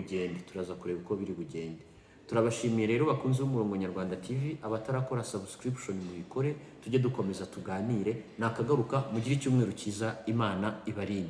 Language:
Kinyarwanda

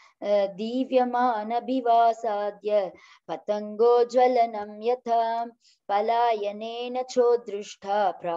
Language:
Sanskrit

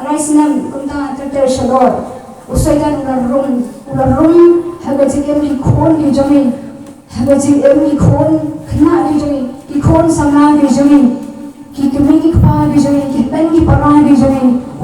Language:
Khasi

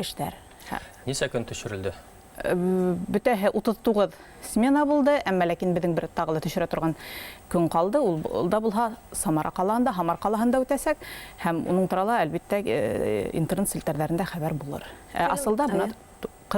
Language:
Bashkir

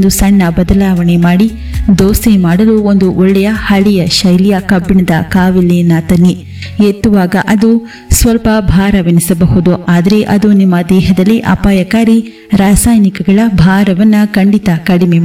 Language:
Kannada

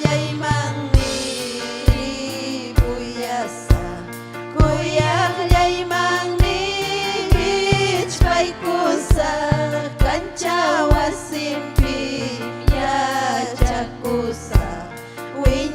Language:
Ayacucho Quechua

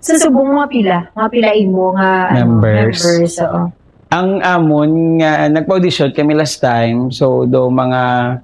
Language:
Hiligaynon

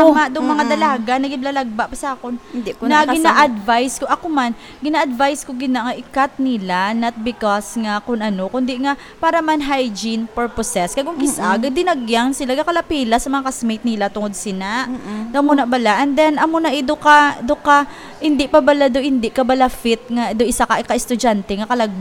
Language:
Hiligaynon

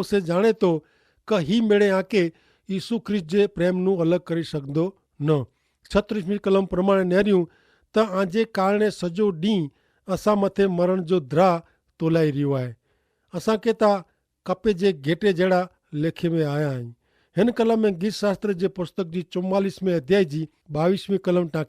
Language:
Kachhi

